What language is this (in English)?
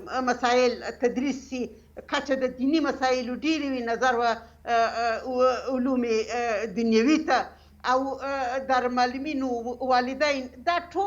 Pashto